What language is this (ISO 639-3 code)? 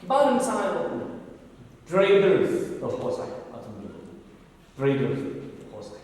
nmf